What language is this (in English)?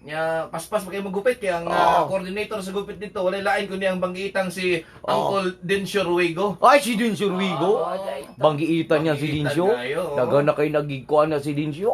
Cebuano